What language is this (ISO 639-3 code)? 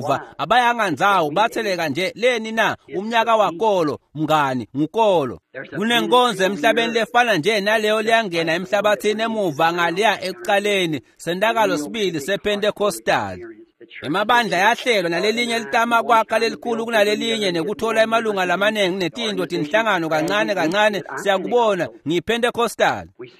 ssw